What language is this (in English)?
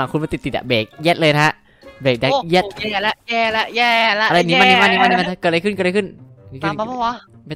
Thai